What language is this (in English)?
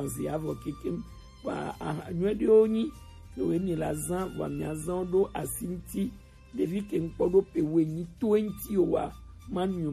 Gen